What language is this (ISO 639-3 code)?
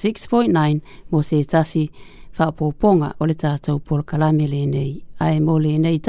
smo